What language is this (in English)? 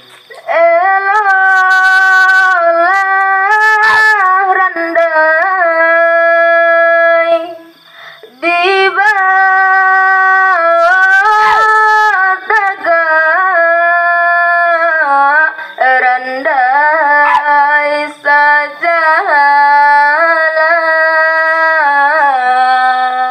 Minangkabau